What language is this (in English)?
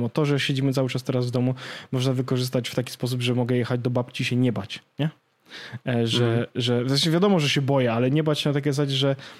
Polish